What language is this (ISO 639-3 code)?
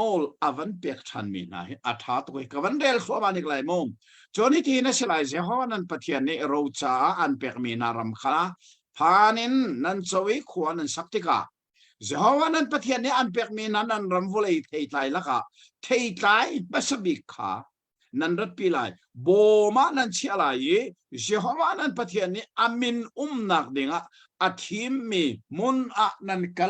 cnh